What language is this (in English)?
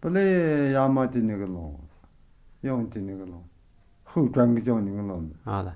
Tu